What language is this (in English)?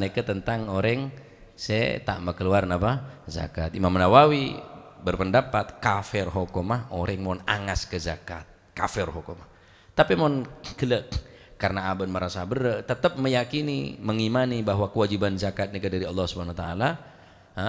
Madurese